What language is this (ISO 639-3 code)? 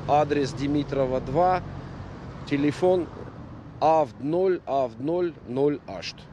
oss